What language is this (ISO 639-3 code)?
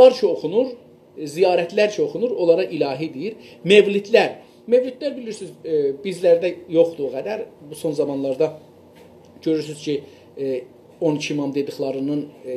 azb